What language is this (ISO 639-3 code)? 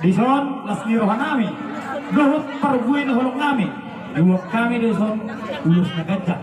bbc